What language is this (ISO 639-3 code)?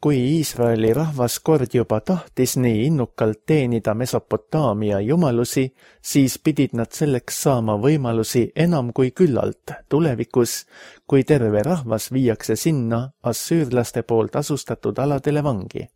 est